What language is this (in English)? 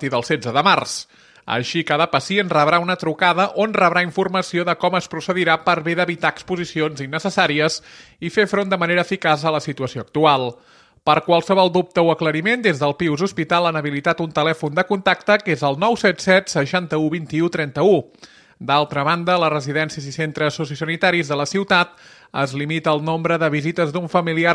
Catalan